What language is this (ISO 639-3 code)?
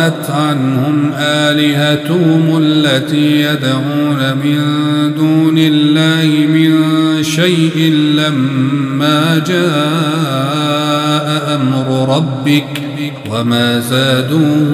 ara